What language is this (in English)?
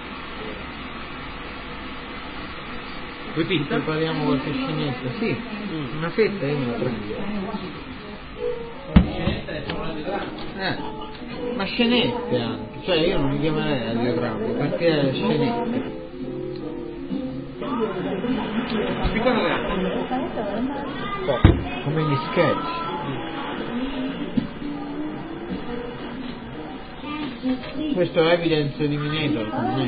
Italian